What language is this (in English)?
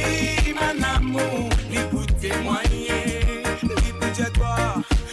Morisyen